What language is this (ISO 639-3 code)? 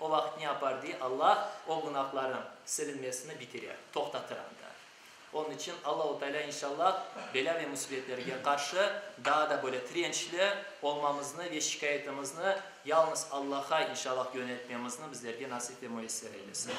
crh